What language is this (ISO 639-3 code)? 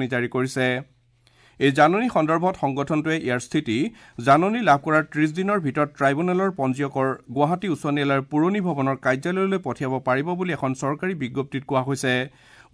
asm